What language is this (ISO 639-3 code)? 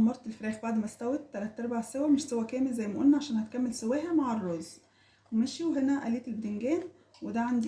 arz